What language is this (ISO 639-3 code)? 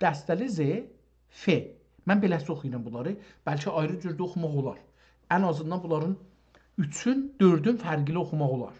azb